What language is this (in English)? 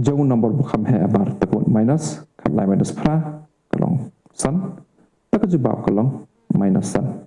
Khasi